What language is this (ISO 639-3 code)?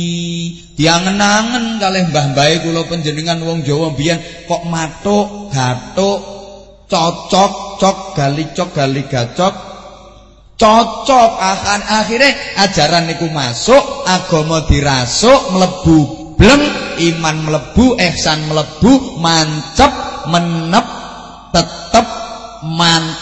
jav